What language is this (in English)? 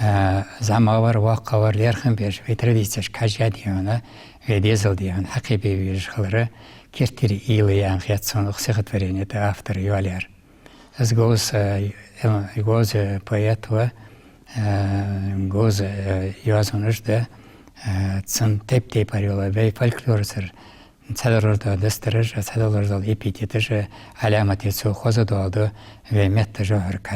Ingush